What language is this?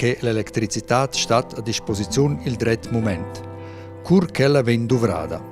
Romansh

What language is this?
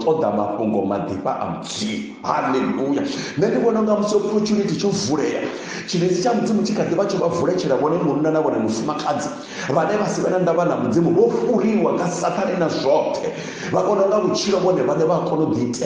Venda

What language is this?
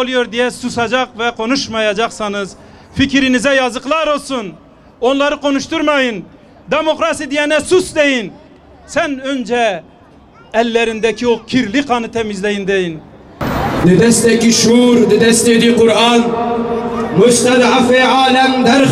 Turkish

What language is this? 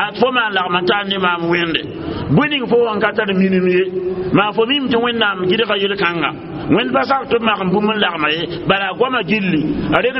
Mossi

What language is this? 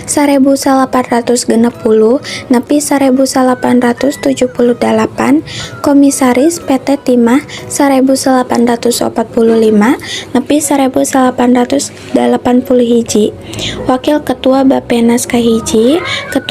Sundanese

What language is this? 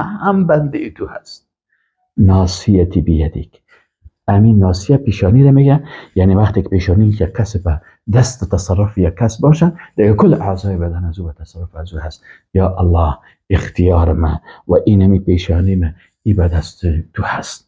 Persian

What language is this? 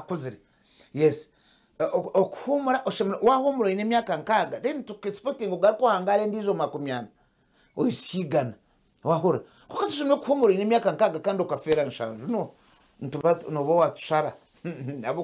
Nyankole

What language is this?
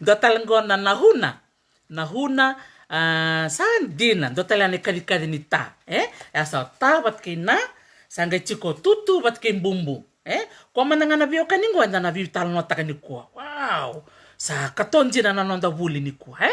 Fijian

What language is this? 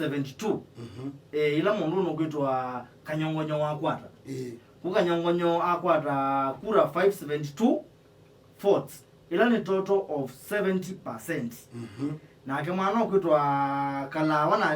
Kamba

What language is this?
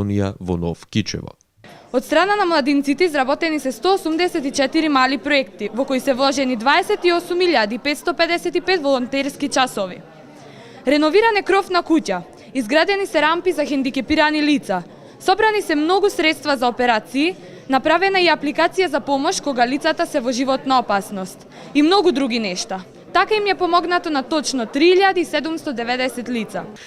Macedonian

